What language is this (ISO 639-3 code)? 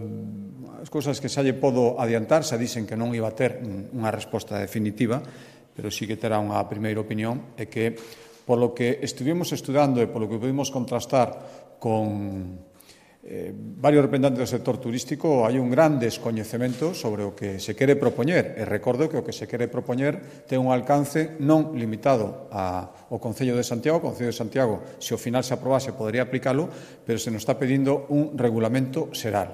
glg